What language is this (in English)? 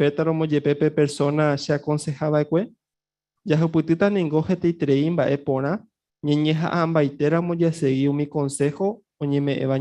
Guarani